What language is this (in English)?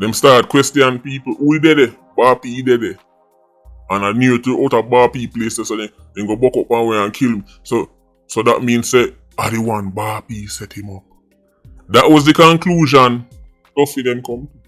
Jamaican Creole English